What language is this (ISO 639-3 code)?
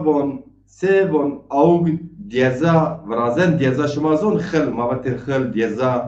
zza